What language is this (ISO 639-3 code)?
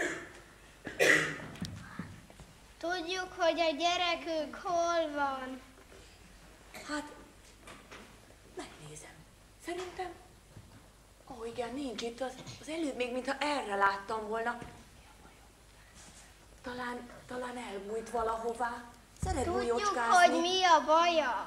hun